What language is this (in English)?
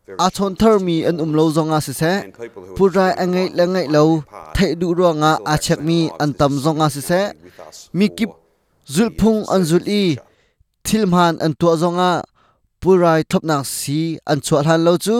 Hakha Chin